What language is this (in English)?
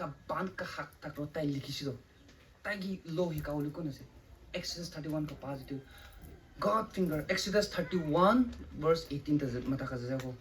Rongmei Naga